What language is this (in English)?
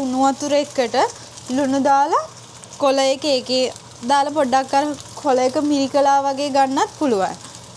Sinhala